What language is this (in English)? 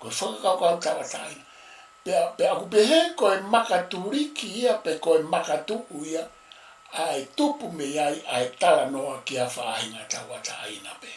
Tongan